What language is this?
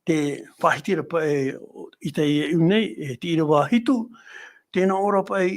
Tahitian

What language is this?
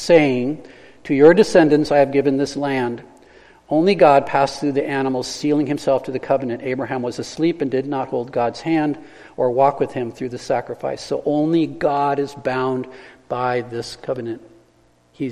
English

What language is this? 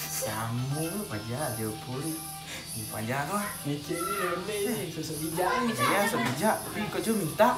Minangkabau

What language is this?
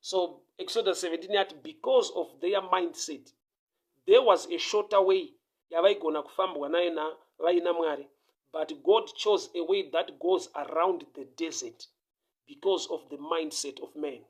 Shona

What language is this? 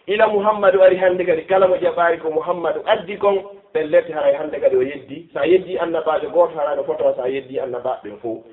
Fula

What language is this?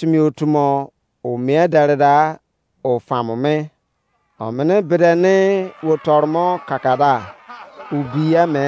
Izon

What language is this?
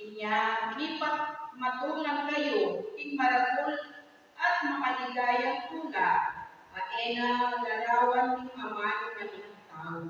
Pampanga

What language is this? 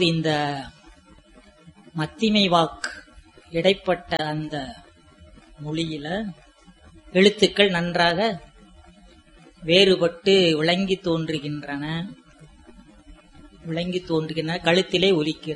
Tamil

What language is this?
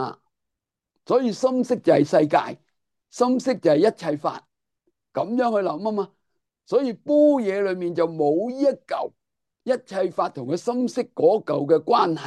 Cantonese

